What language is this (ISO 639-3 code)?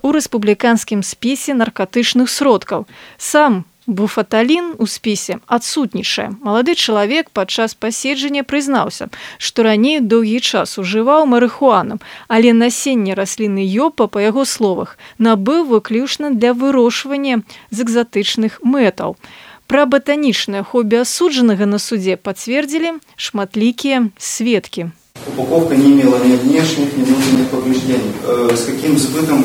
bel